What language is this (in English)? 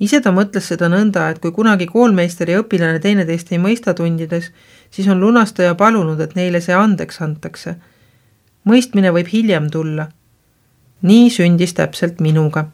Estonian